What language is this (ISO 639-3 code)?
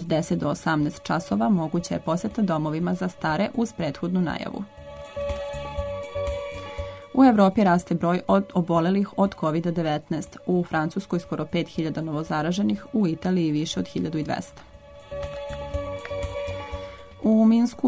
srp